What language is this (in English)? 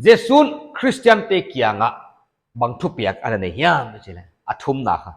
Paite Chin